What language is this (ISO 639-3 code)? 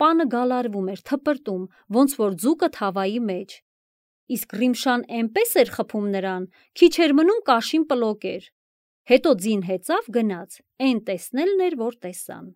hye